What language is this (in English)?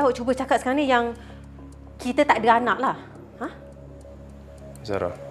Malay